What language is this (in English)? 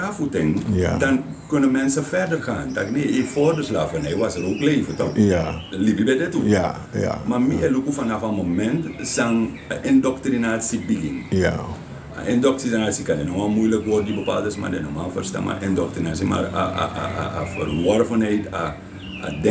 Sranan Tongo